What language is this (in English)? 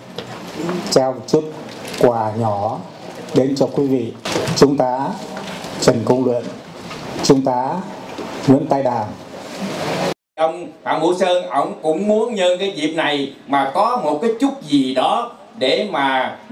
Vietnamese